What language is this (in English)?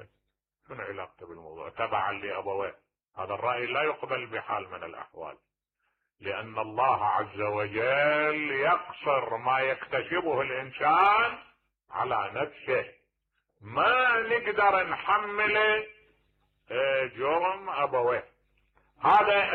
Mesopotamian Arabic